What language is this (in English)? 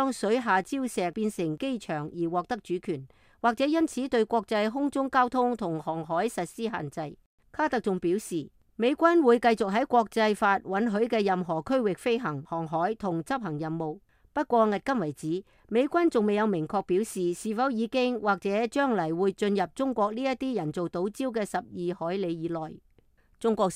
Cantonese